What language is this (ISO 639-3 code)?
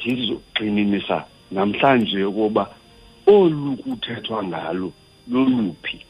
xho